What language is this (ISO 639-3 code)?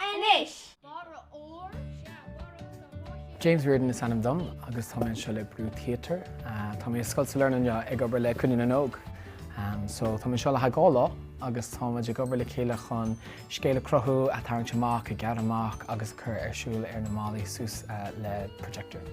gle